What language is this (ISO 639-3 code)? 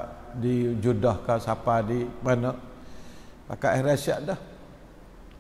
msa